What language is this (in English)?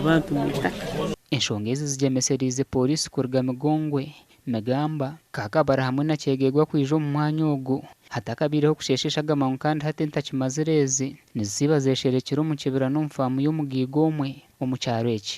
Nyankole